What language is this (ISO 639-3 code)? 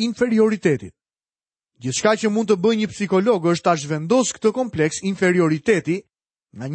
sqi